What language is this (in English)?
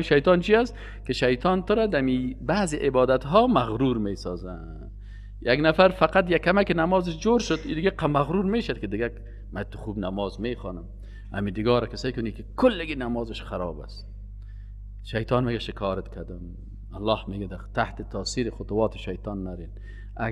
Persian